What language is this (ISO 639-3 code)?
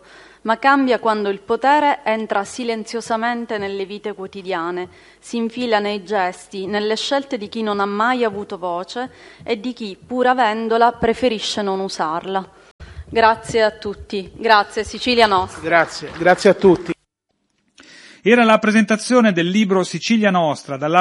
ita